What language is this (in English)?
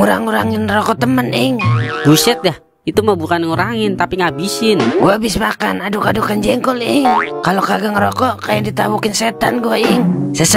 Betawi